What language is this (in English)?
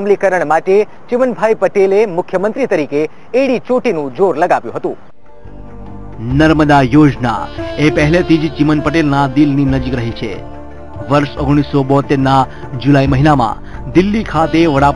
Gujarati